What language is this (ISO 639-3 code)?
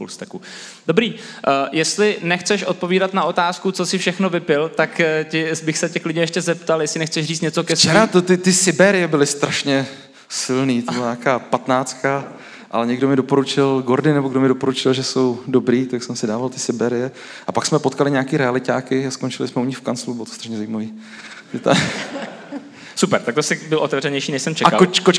ces